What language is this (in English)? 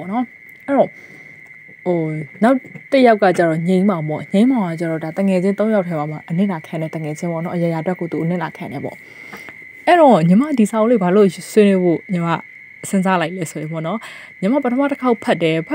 Burmese